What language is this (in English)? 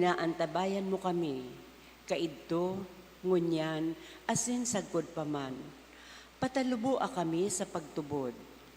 Bikol